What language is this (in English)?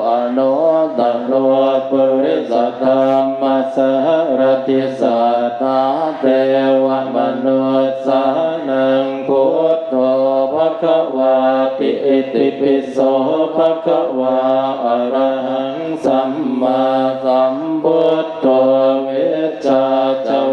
Pali